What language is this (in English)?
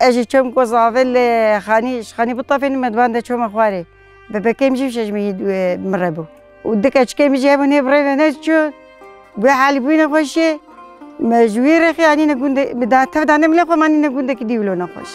Kurdish